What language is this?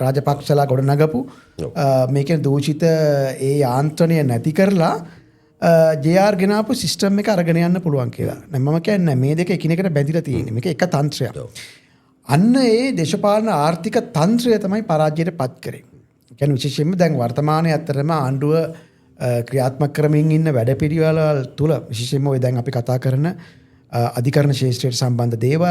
Sinhala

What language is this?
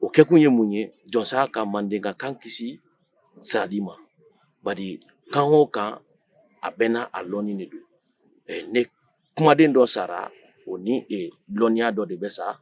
Bambara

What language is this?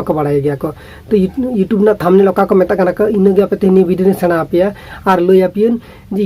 Santali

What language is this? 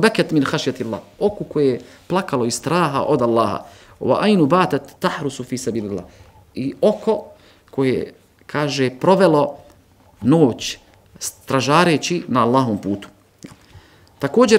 Bosnian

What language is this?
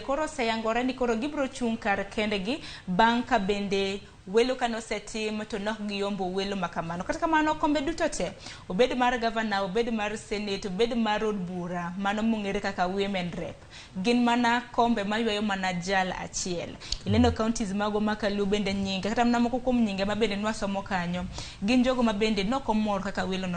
Luo (Kenya and Tanzania)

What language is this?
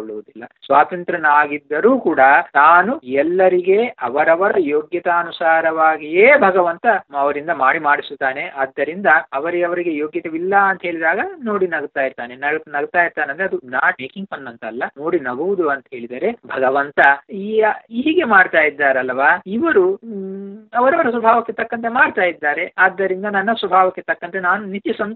Kannada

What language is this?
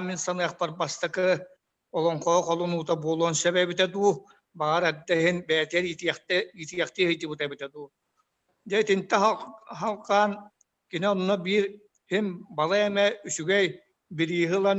Yakut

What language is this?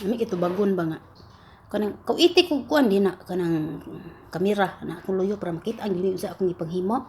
Cebuano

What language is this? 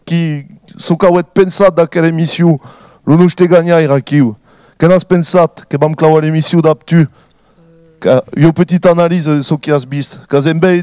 Occitan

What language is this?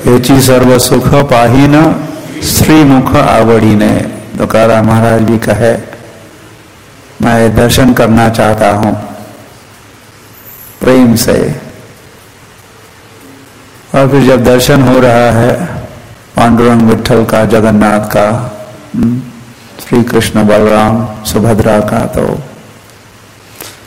Hindi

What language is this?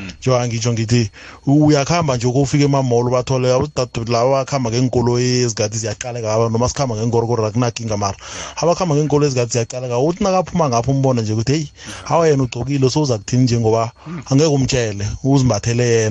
South Ndebele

